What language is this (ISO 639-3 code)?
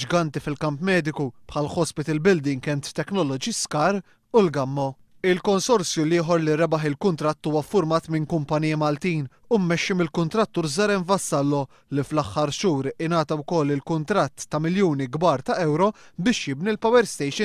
mlt